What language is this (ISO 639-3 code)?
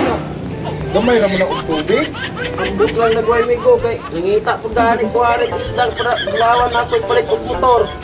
ceb